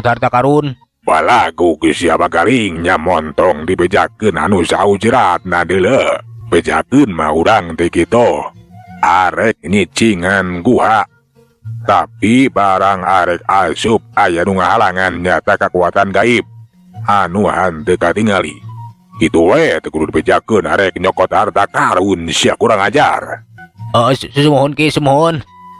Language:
Sundanese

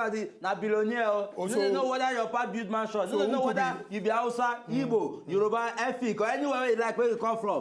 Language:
Nigerian Pidgin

